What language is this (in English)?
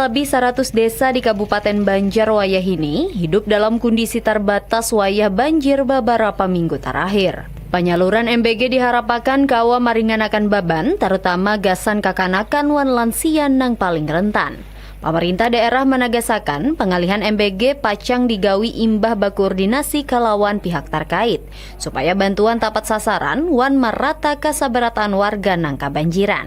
Banjar